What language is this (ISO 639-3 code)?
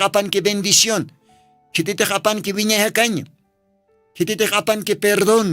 aym